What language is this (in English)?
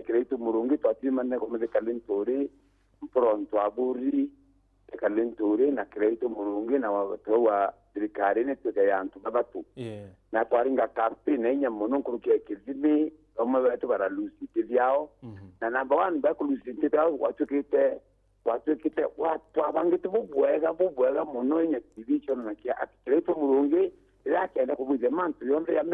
Meru